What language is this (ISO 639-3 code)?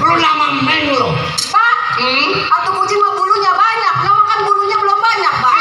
bew